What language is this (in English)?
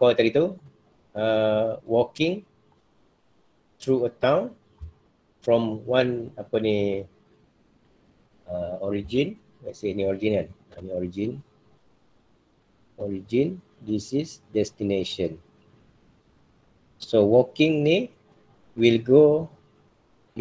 Malay